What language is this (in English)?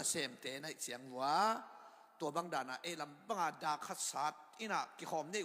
Tedim Chin